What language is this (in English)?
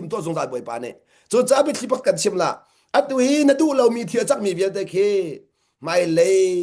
Hakha Chin